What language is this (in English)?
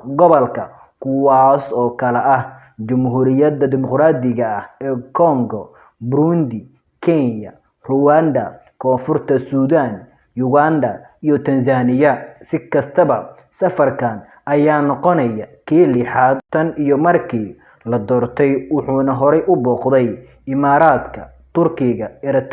Somali